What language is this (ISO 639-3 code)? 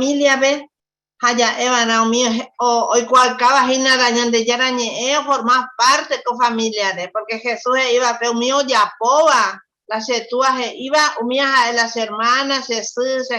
grn